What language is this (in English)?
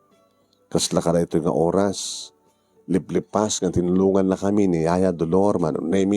Iloko